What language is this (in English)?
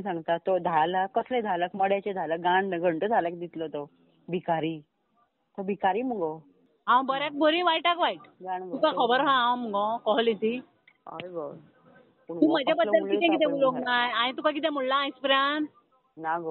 Konkani